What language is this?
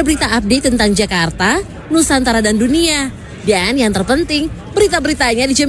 Indonesian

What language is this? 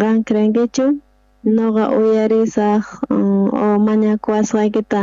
South Bolivian Quechua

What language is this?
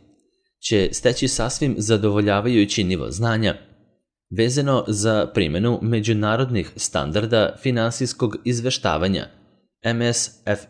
Serbian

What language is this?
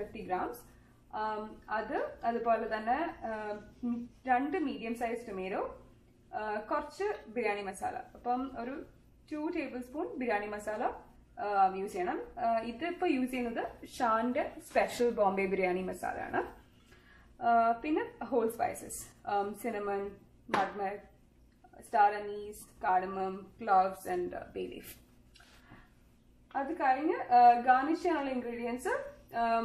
Malayalam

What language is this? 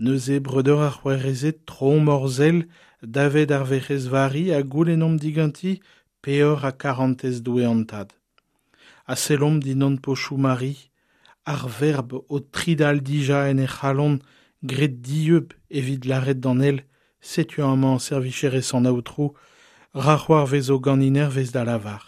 Breton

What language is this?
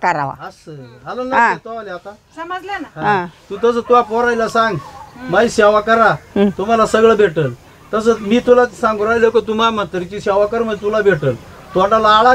Marathi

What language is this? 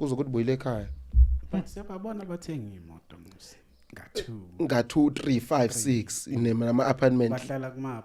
Zulu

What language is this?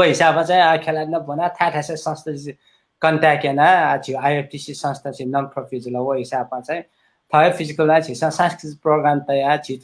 Newari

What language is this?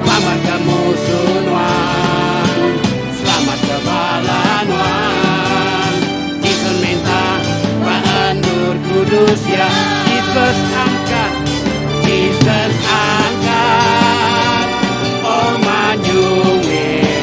Iban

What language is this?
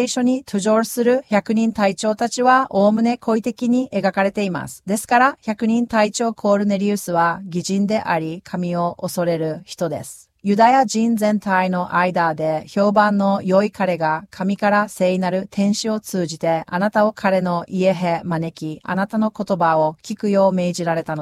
Japanese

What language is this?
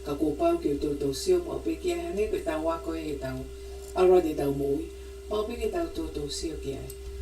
Tongan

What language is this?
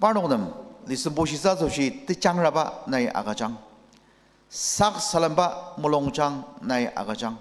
Ao Naga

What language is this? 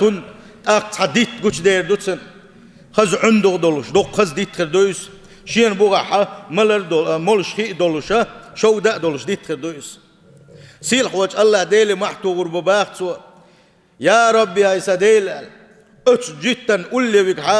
Chechen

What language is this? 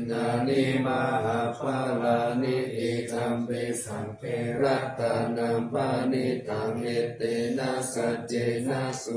Pali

